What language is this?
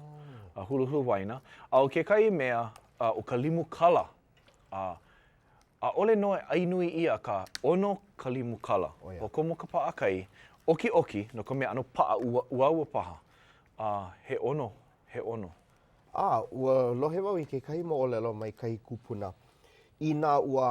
Hawaiian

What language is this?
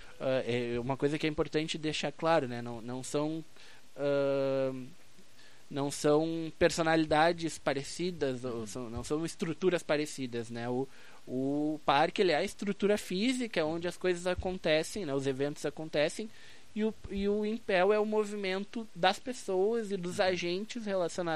Portuguese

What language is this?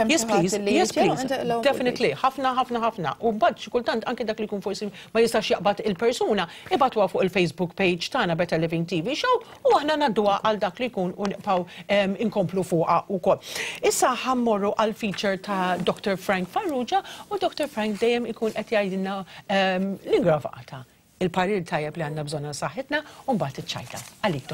Maltese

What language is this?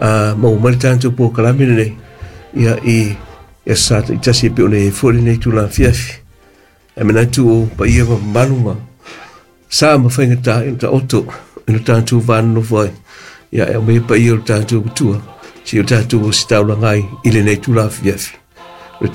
Samoan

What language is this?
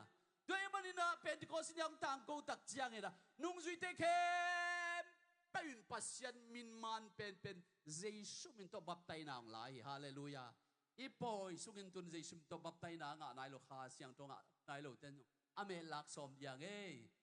Tedim Chin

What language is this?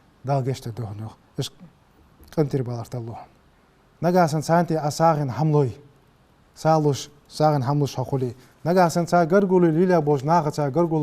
Ingush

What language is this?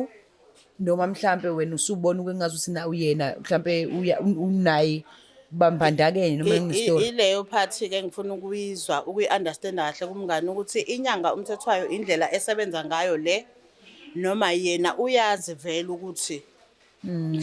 Zulu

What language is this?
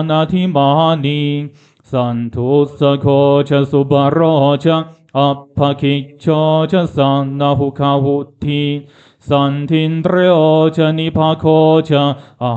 Pali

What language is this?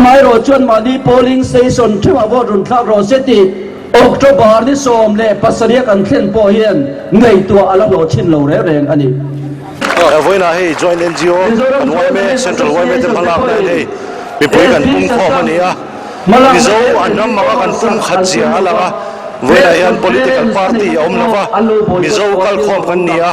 Mizo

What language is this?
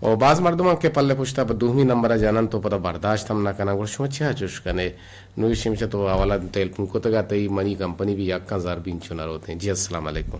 Eastern Balochi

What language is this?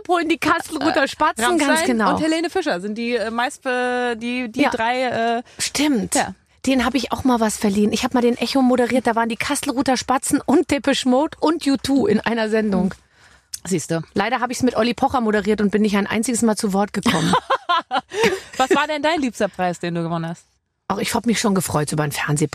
German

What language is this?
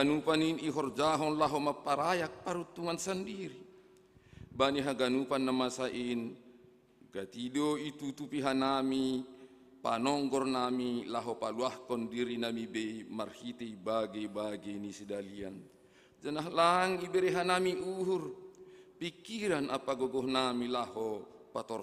Batak Simalungun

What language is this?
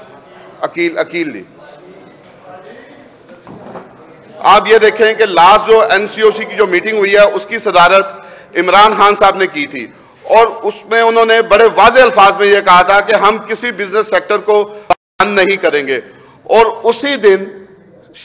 Urdu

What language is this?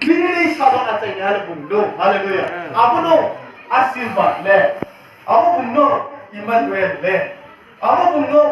Riang (India)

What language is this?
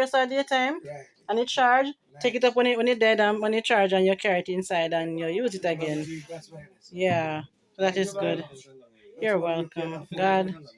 Jamaican Creole English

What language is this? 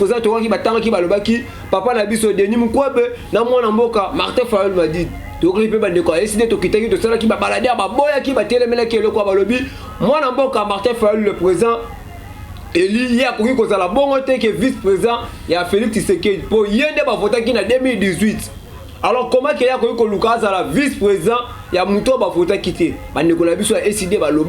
Lingala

